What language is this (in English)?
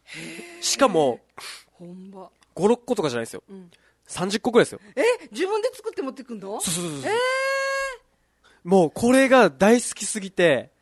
Japanese